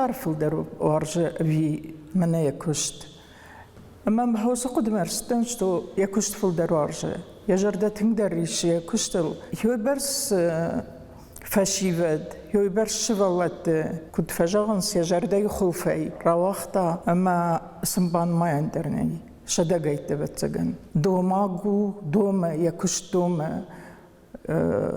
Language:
Ossetic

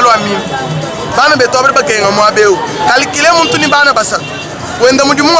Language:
Luba-Lulua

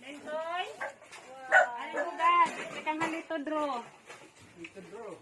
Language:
Waray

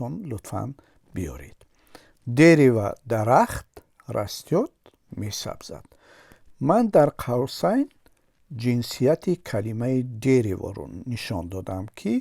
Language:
Tajik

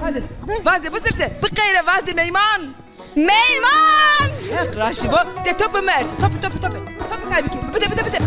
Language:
Zaza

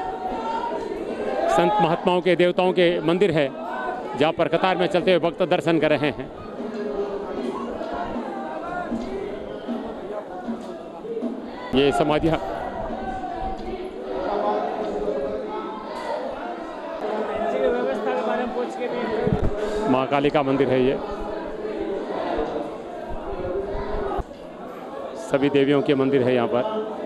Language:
Hindi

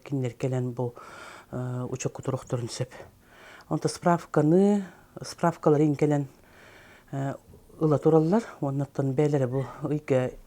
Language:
Yakut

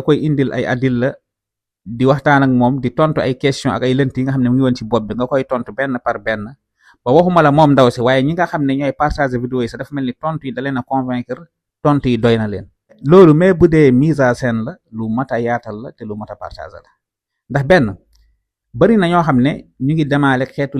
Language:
Wolof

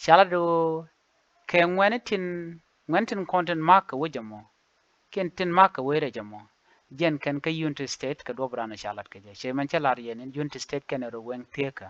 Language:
Nuer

